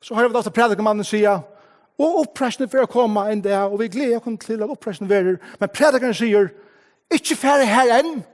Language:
Faroese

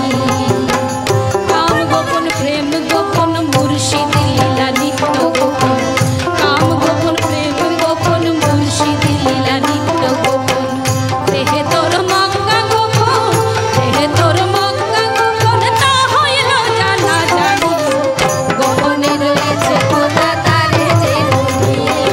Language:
Bangla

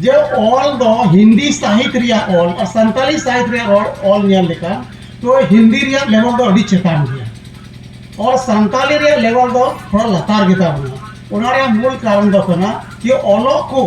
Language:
Santali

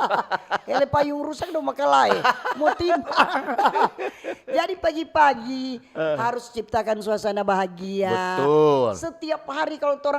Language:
Manado Malay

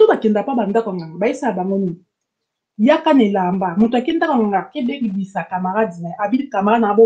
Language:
Lingala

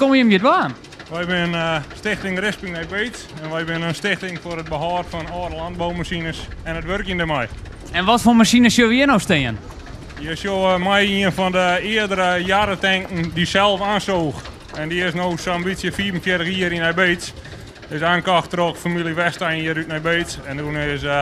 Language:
Western Frisian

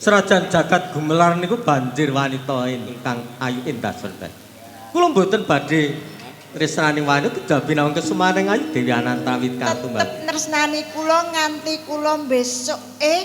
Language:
Javanese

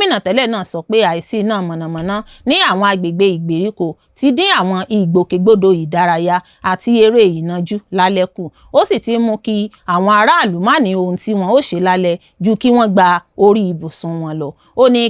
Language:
Yoruba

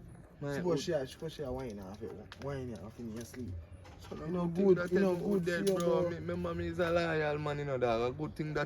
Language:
Jamaican Creole English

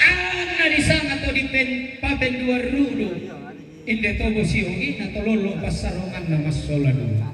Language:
Toraja-Sa'dan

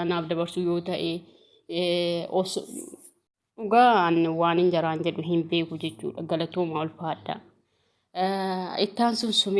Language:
Oromo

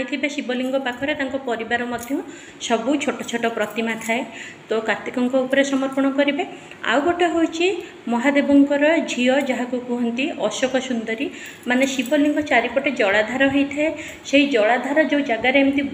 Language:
Odia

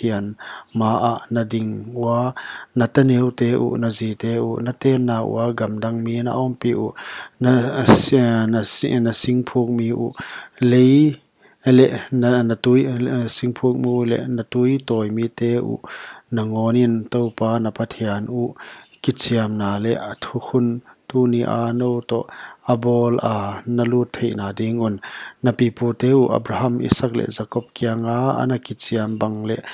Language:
Paite Chin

